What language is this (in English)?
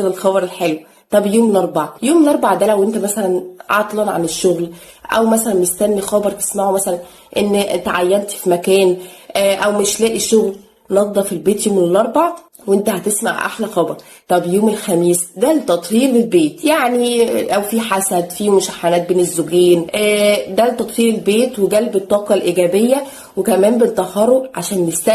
Egyptian Arabic